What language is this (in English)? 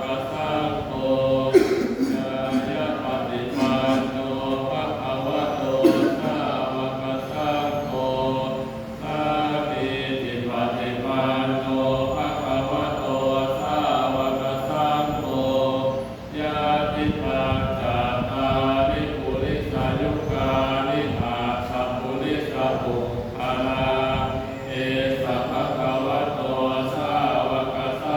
Pali